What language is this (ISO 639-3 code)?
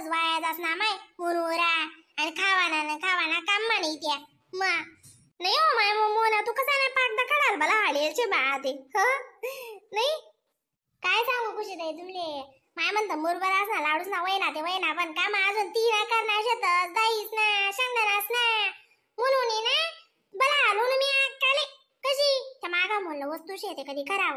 khn